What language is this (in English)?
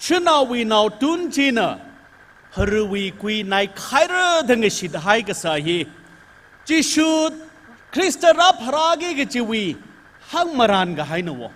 Tangkhul Naga (India)